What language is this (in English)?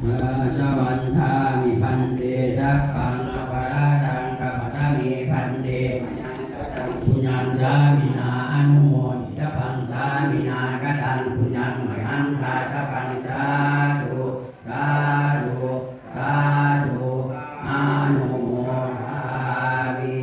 Pali